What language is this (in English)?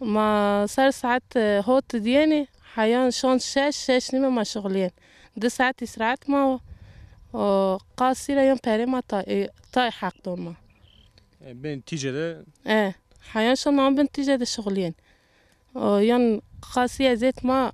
Zaza